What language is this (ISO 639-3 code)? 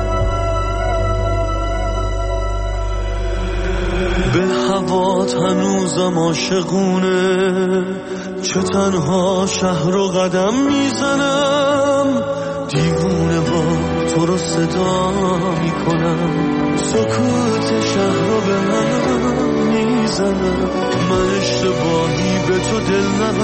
fas